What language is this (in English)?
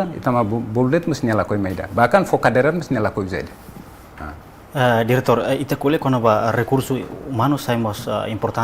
Tetum